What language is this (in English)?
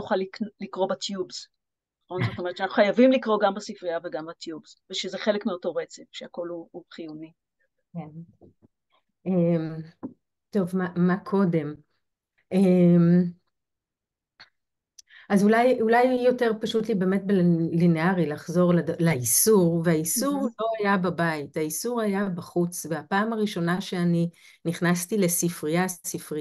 Hebrew